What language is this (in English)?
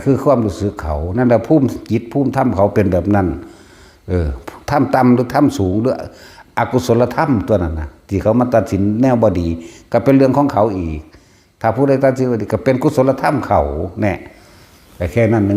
Northeastern Thai